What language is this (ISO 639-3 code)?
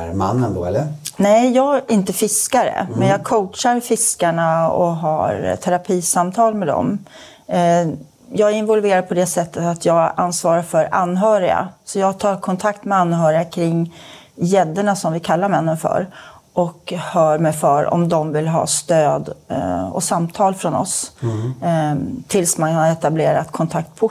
swe